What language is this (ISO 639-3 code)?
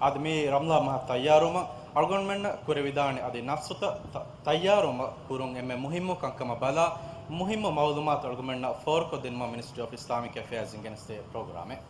div